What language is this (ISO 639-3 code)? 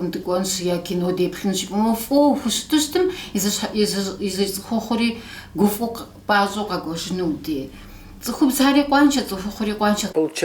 kbd